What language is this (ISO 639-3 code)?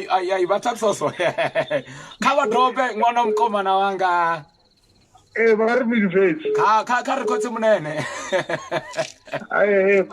ven